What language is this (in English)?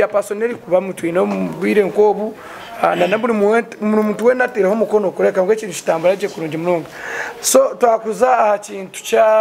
Nyankole